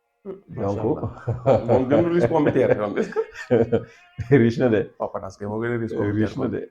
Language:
Wolof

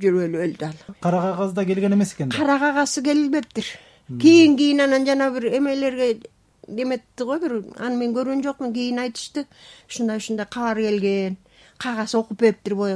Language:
Kyrgyz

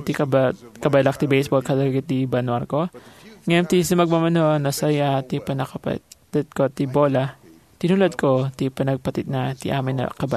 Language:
Iloko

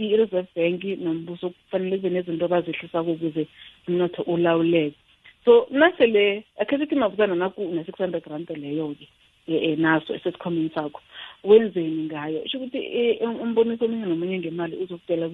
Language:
South Ndebele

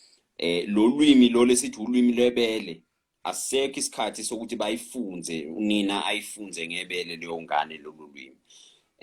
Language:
Zulu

